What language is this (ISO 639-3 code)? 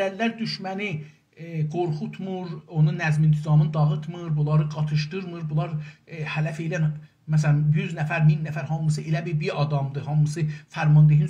azb